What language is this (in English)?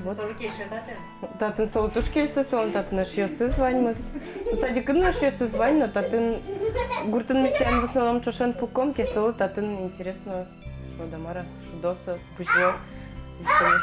Udmurt